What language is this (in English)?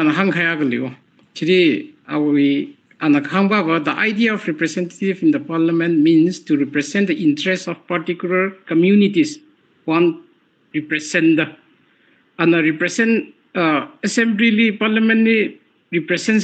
Tangkhul Naga (India)